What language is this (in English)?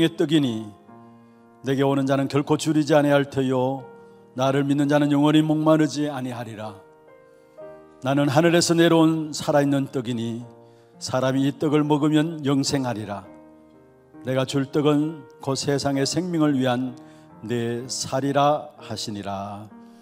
Korean